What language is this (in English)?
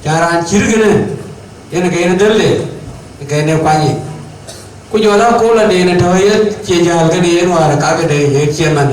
Dinka